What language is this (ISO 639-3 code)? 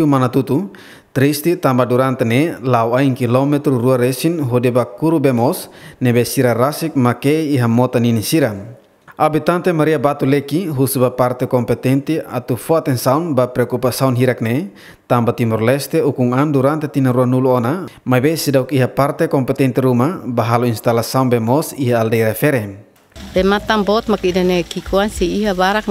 tet